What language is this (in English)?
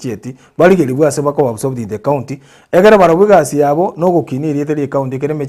Gusii